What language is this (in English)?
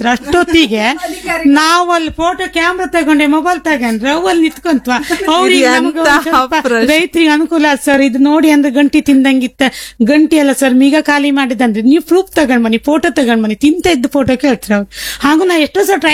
Kannada